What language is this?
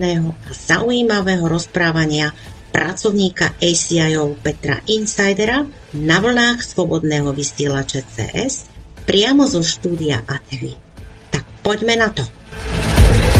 Slovak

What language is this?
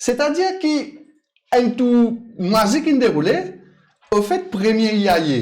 Morisyen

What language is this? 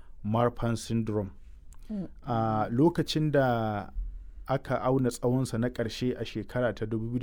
Hausa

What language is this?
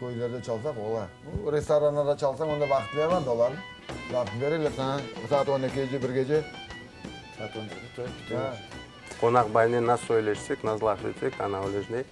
Crimean Tatar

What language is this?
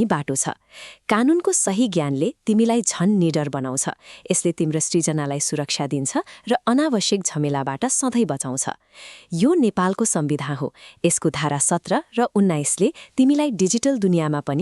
Nepali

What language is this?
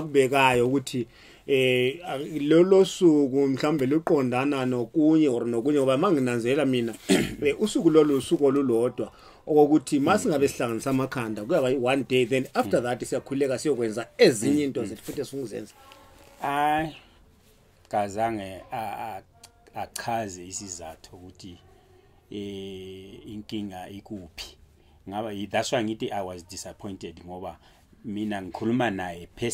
Zulu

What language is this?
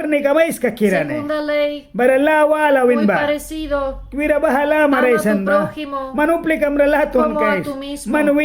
Mískito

